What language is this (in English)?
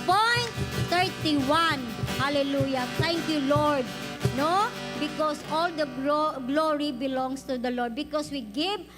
Hiligaynon